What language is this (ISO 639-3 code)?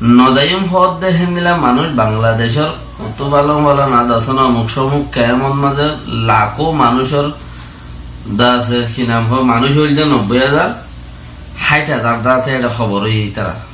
rhg